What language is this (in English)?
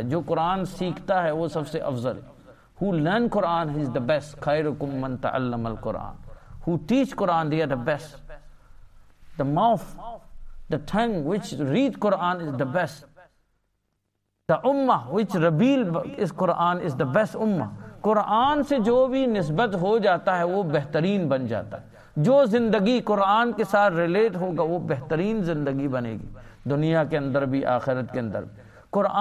Urdu